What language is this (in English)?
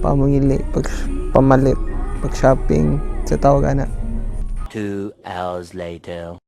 Cebuano